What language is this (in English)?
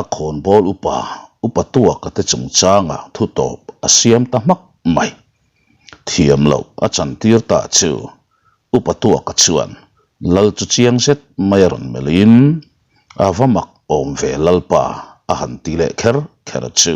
Mizo